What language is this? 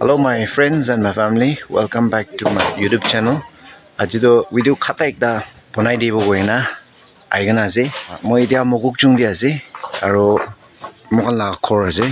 Naga Pidgin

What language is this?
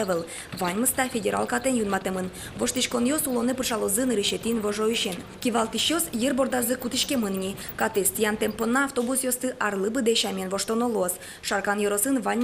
Udmurt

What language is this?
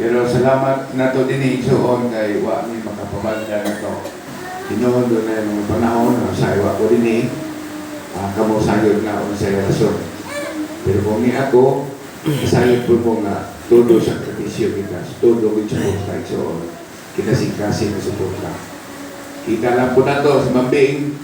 Cebuano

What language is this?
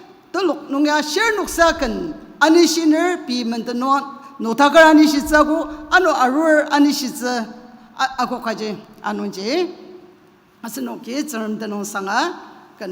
Ao Naga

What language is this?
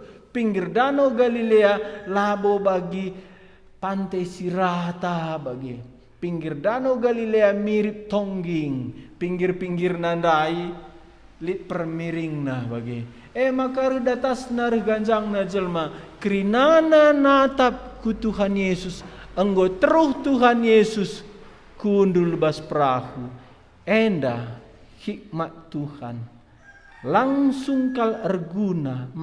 Batak Karo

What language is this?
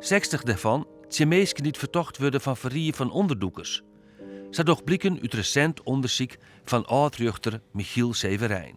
Western Frisian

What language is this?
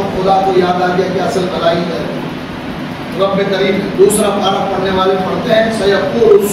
Urdu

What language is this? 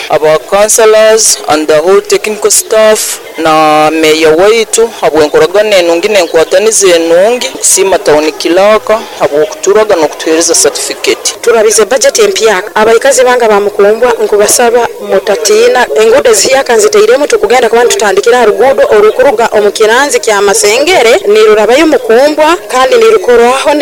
Nyoro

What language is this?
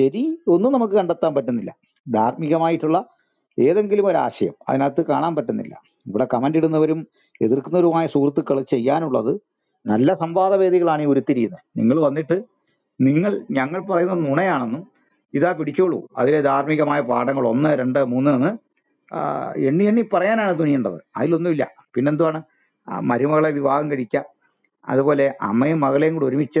Malayalam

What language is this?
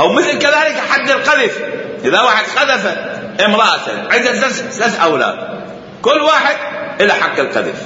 Mesopotamian Arabic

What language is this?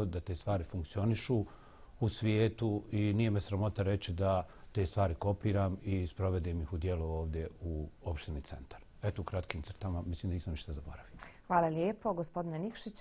Bosnian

